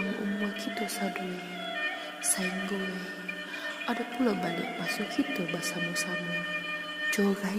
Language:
Minangkabau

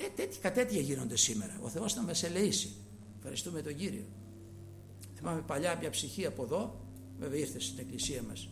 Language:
Greek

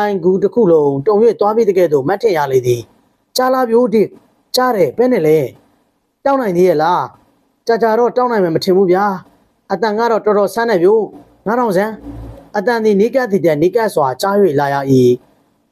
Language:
Burmese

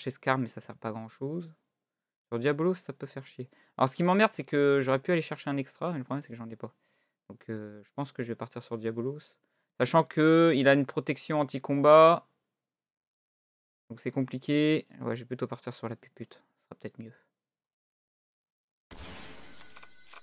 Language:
French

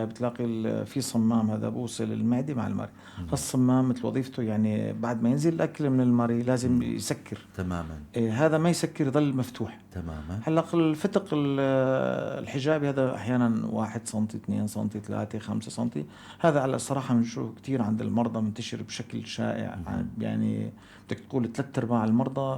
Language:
North Levantine Arabic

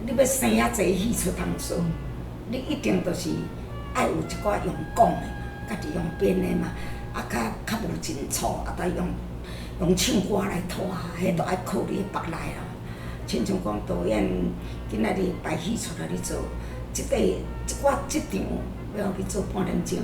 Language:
Min Nan Chinese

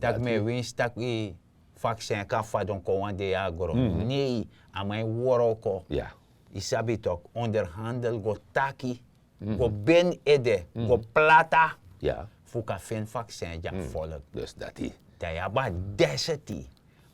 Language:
Sranan Tongo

